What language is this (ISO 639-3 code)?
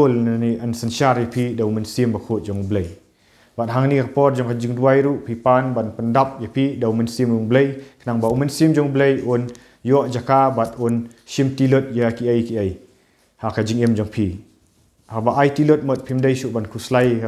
kha